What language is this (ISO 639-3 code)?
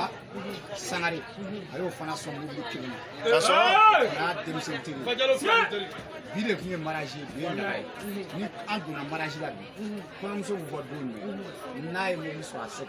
bam